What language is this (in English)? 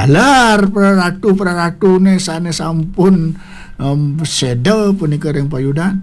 Balinese